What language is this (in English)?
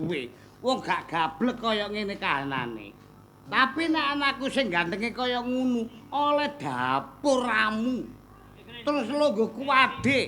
Javanese